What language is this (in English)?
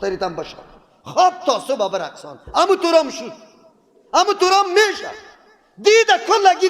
Persian